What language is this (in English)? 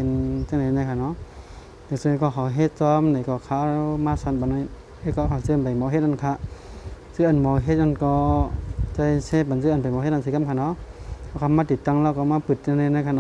Shan